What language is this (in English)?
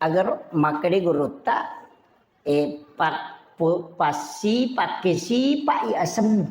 Buginese